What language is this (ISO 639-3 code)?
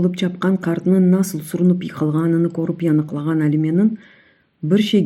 crh